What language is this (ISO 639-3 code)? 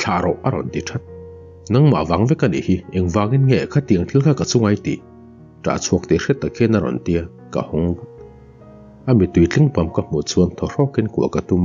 lus